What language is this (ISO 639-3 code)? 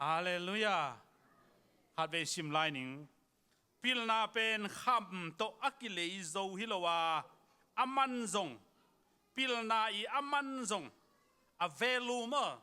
ctd